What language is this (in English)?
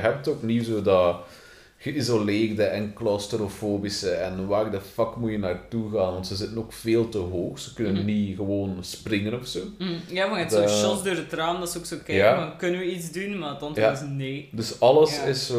Dutch